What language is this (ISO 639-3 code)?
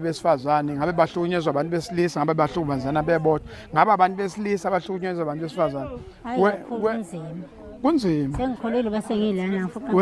zul